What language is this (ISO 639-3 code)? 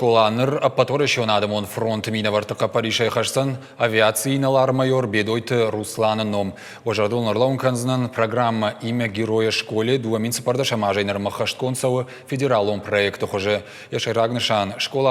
oss